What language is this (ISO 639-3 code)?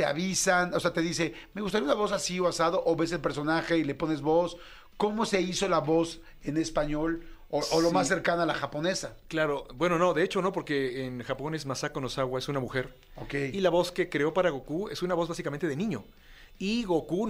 spa